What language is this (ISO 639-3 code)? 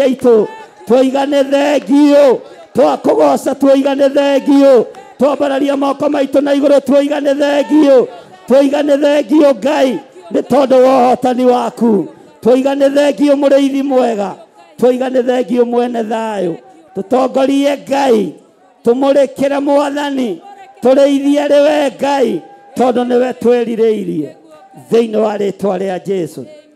kik